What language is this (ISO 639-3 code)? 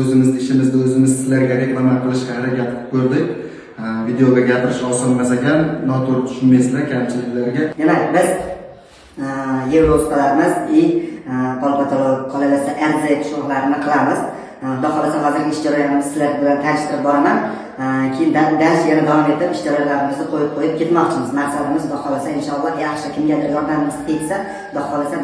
uzb